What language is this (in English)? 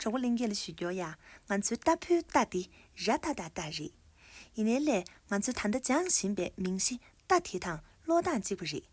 Tibetan